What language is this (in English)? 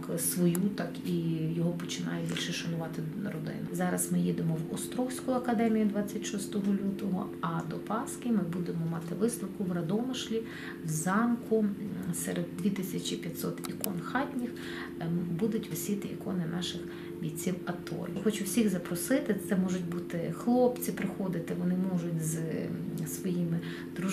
Ukrainian